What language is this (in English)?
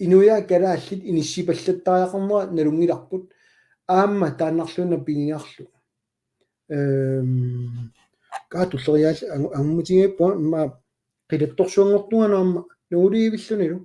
Kalaallisut